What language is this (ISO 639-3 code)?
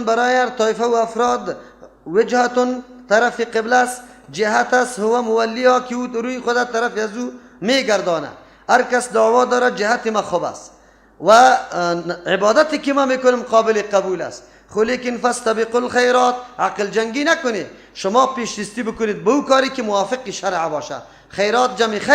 fas